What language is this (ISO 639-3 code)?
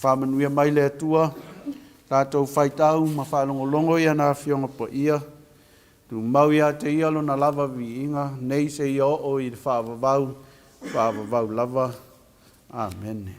smo